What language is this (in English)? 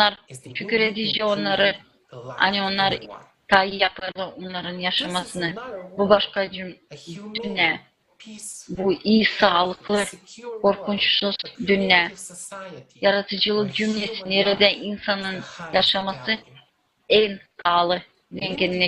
Gagauz